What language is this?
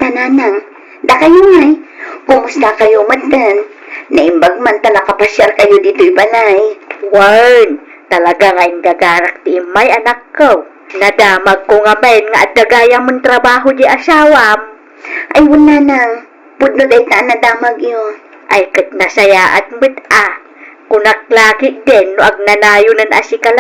Iloko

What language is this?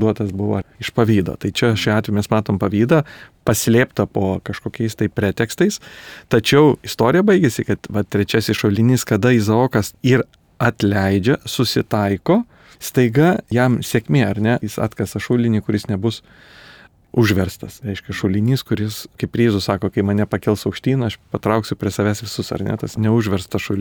Lithuanian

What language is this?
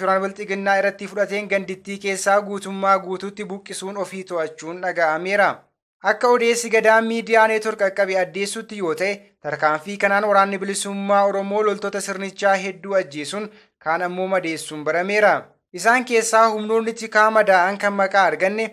Oromo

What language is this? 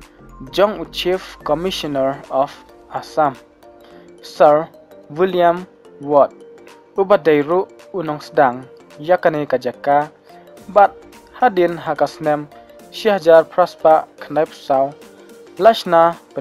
Khasi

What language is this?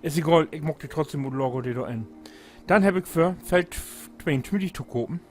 Low German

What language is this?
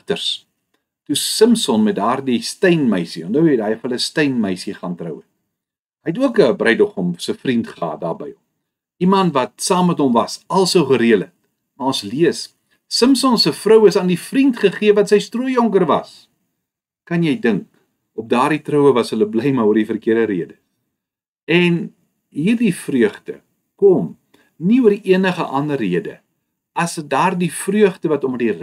Afrikaans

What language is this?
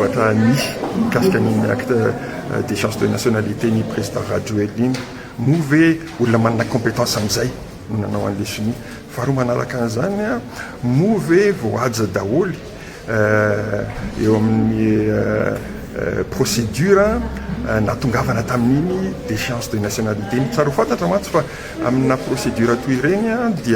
Malagasy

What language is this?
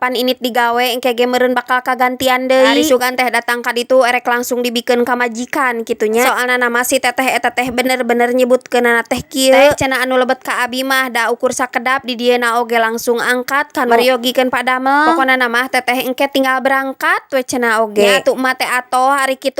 Sundanese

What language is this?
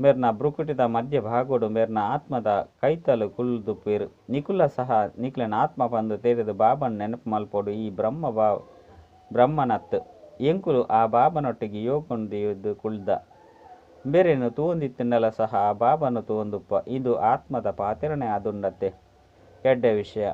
Tulu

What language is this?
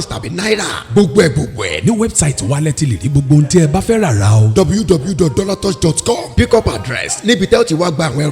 Yoruba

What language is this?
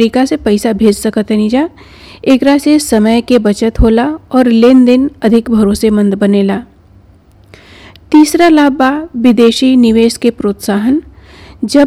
Bhojpuri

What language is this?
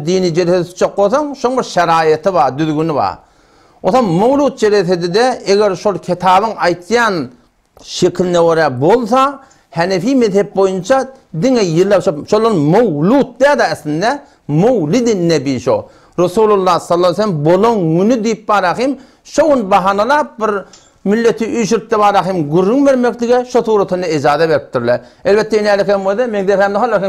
Turkmen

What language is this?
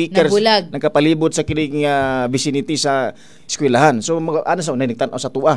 Cebuano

